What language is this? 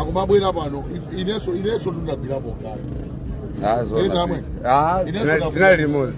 Nyanja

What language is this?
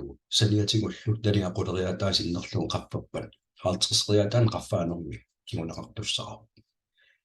Kalaallisut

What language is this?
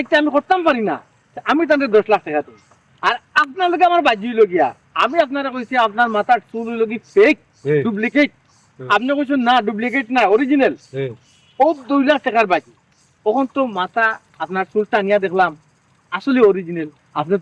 Sylheti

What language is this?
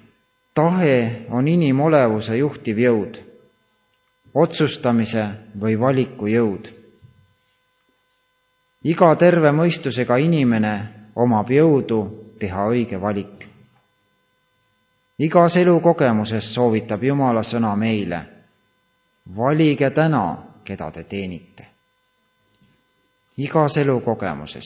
Estonian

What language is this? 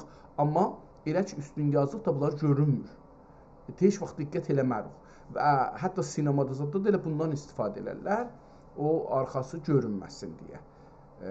South Azerbaijani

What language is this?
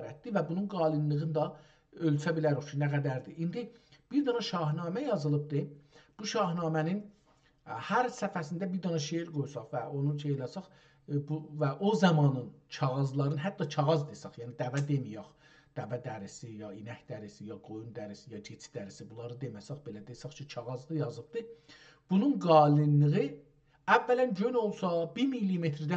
South Azerbaijani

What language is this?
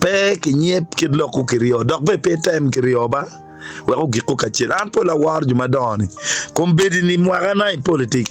Acoli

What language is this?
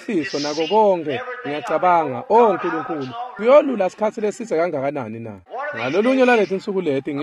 Swati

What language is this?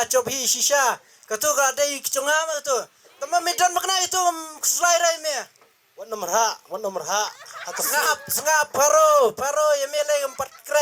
Khasi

